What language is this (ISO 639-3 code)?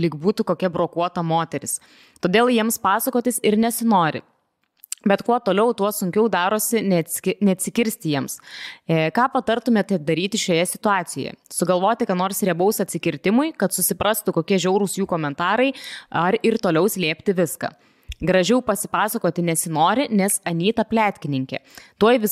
lit